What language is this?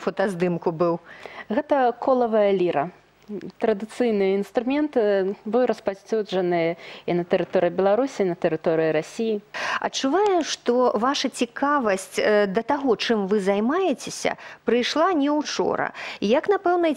Belarusian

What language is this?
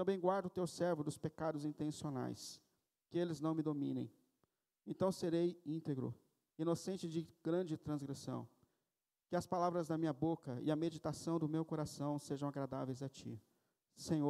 Portuguese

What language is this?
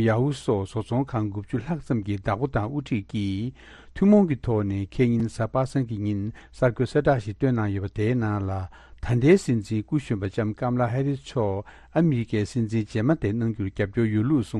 Tibetan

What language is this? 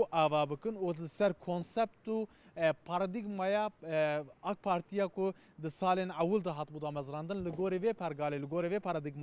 Kurdish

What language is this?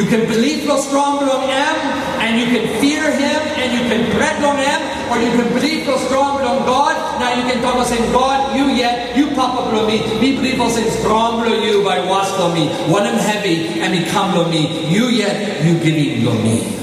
Tok Pisin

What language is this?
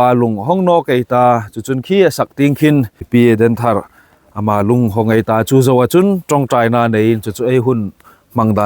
Hmar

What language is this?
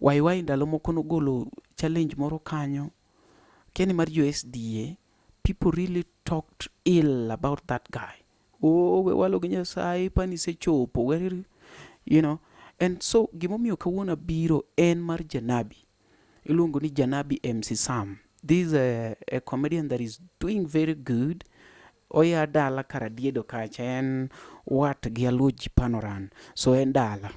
Luo (Kenya and Tanzania)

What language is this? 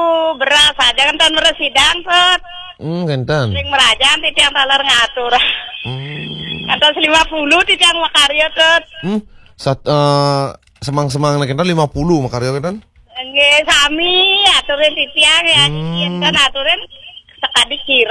Balinese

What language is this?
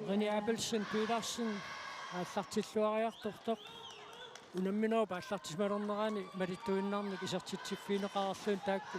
Kalaallisut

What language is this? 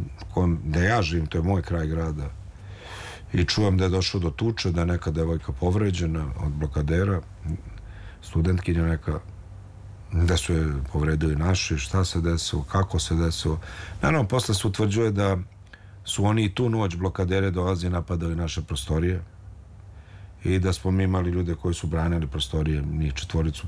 Serbian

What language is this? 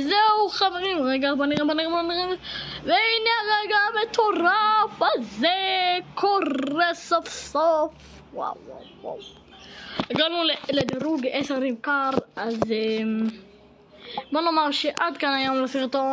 Hebrew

